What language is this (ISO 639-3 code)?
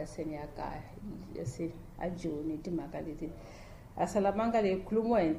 tso